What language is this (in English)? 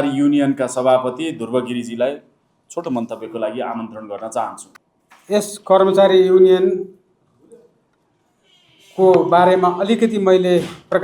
Nepali